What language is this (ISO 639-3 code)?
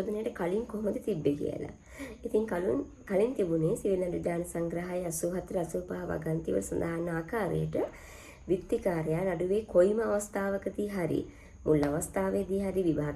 sin